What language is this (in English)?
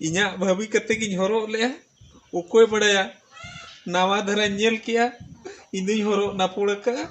Santali